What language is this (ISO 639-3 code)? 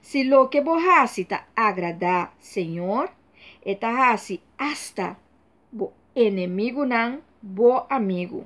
pap